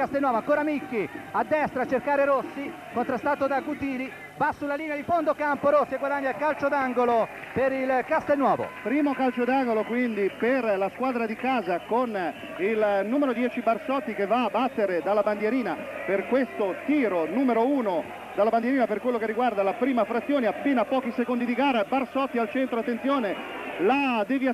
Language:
Italian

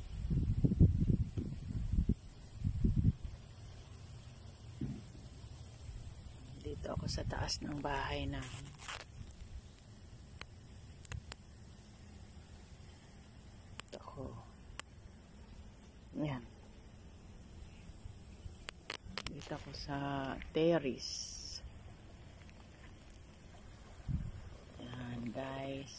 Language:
Filipino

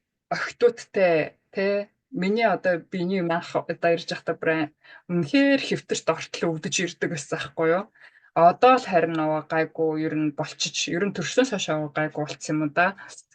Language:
Mongolian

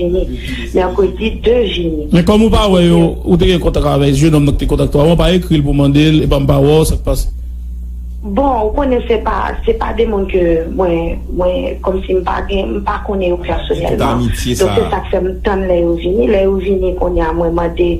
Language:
Haitian Creole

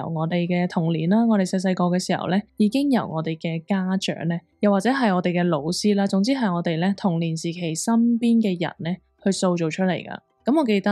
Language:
Cantonese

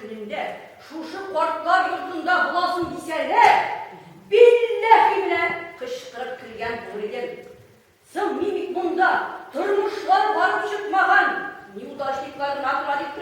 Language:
Tatar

